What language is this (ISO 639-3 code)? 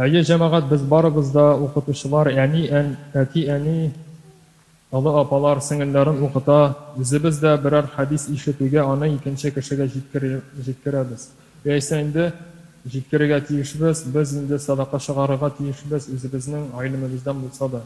tat